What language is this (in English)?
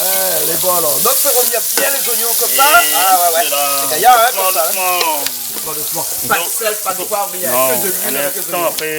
Réunion Creole French